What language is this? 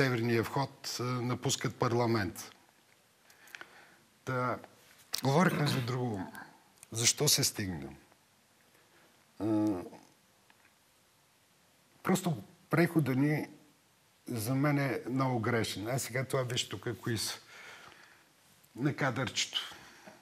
Bulgarian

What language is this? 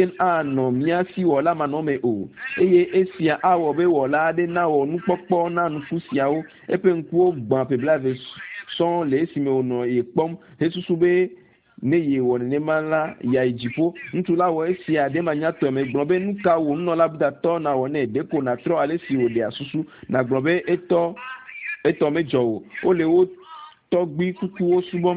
Ewe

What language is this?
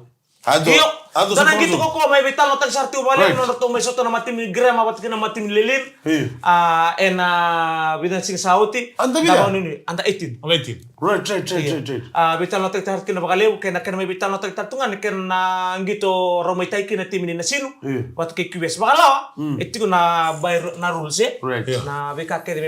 Fijian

